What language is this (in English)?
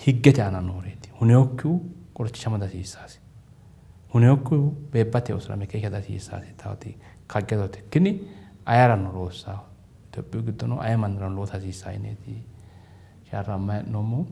Sidamo